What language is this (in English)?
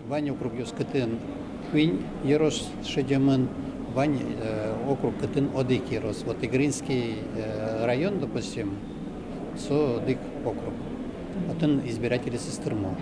Udmurt